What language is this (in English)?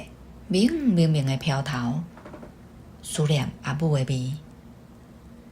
Min Nan Chinese